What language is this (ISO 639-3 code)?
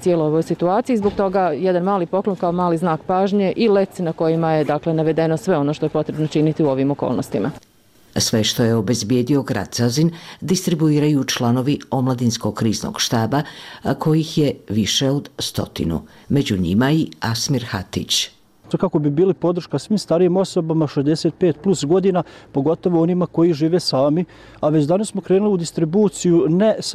bos